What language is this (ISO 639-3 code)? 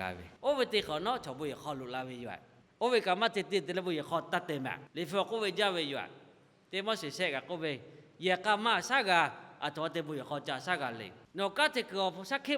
lhu